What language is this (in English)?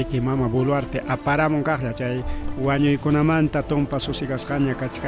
Ayacucho Quechua